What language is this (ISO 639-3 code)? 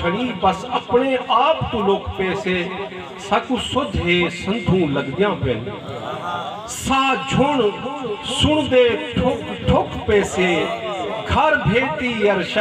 skr